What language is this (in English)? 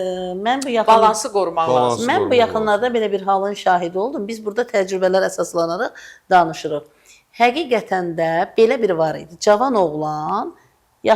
Azerbaijani